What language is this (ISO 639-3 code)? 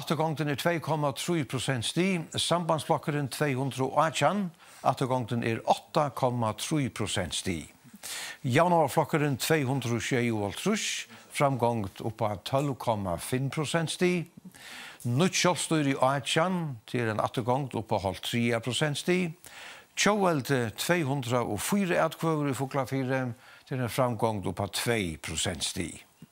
fao